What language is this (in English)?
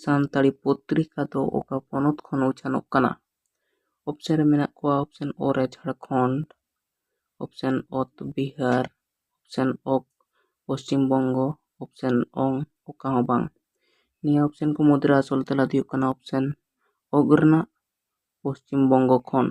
Santali